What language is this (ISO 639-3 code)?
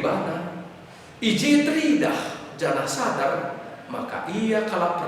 btx